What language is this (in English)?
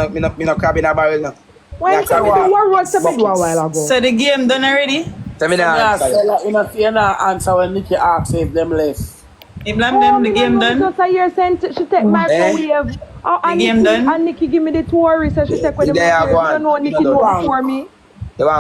Jamaican Creole English